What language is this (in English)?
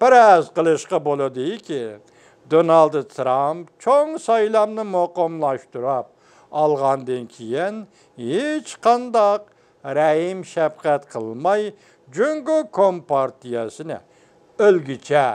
Uyghur